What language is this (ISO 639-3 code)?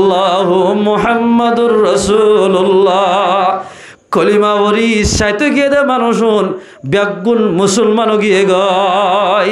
rhg